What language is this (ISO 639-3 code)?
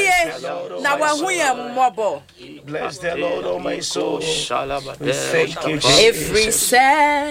aka